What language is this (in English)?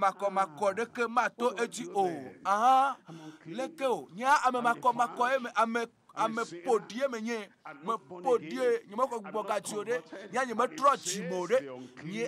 Ewe